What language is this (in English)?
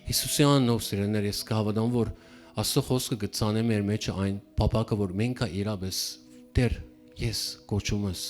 Western Armenian